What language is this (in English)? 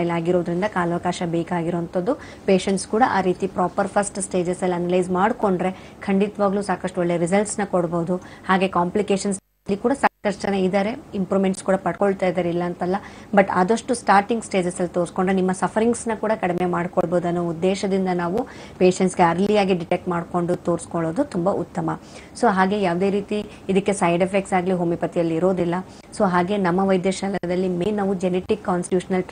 Kannada